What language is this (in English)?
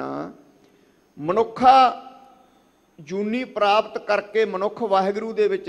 Punjabi